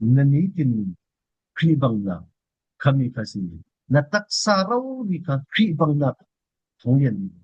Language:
Falam Chin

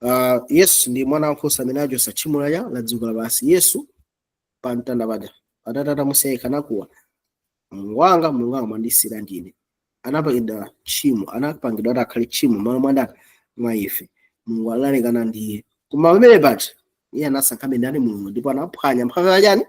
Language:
Nyanja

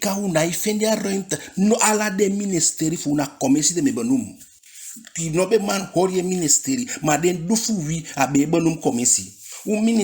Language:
Eastern Maroon Creole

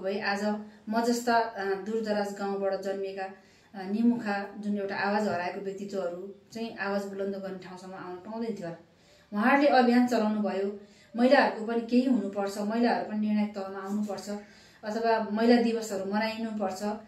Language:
Nepali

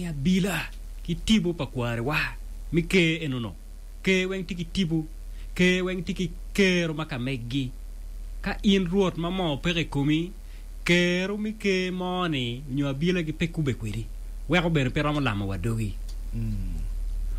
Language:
Acoli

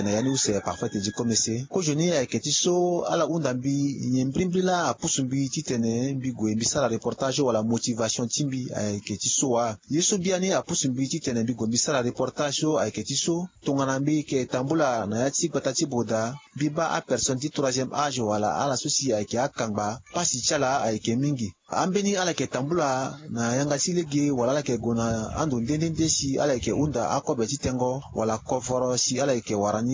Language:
Sango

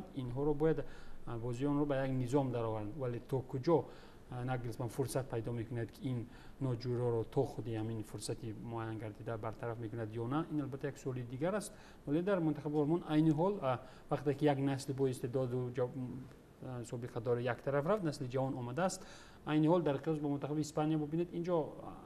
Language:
Tajik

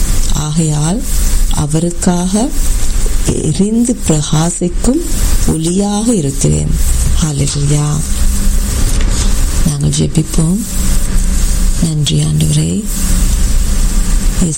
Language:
Tamil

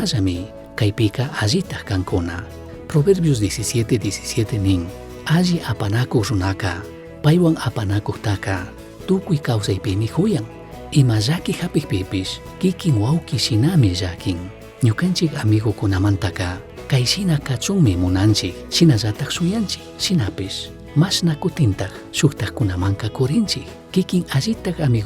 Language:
Chimborazo Highland Quichua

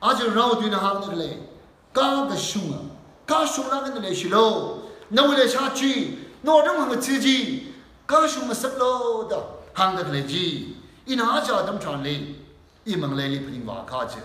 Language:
Tangkhul Naga (India)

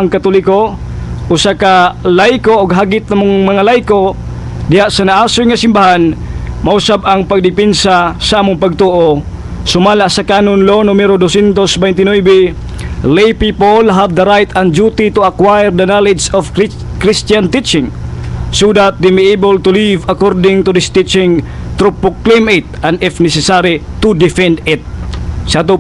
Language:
Cebuano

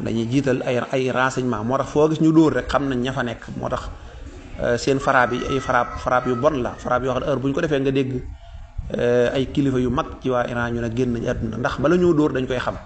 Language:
Wolof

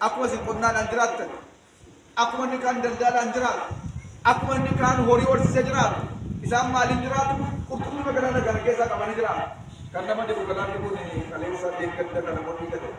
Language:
Oromo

